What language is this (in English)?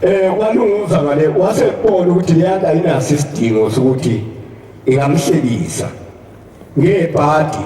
Zulu